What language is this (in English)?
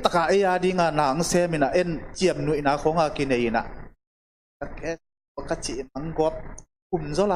Tedim Chin